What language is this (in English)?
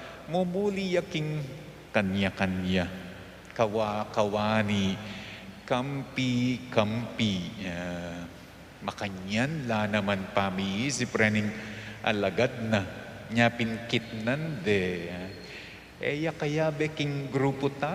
Pampanga